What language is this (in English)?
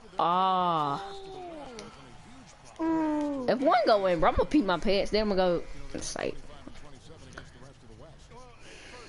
English